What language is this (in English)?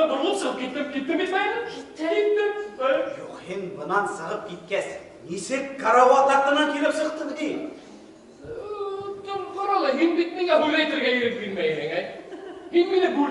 Bashkir